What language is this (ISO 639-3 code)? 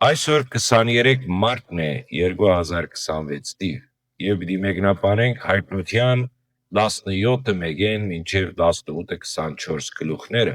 hyw